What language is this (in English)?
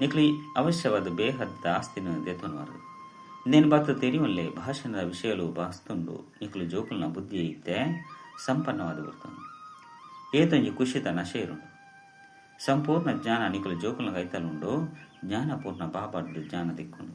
Tulu